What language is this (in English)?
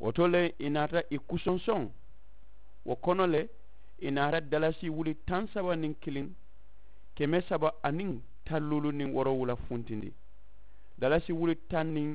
Mandingo